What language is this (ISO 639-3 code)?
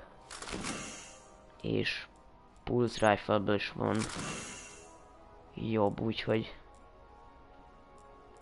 hun